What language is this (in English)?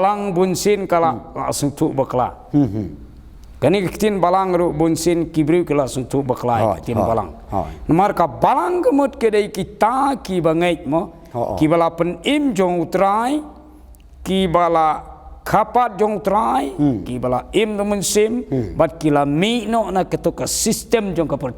Khasi